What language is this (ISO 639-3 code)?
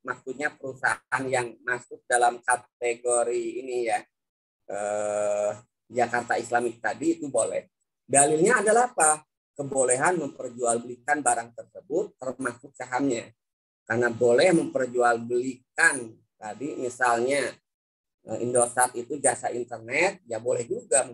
ind